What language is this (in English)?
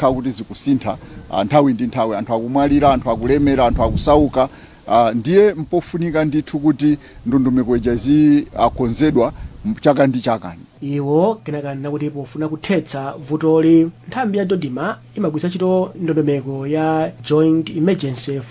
Nyanja